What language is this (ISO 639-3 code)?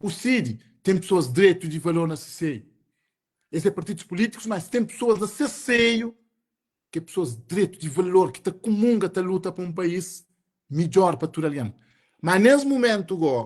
kea